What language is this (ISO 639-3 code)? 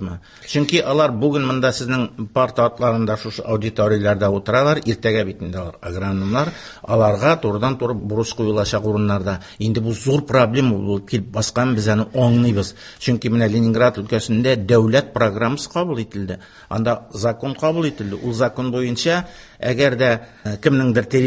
tat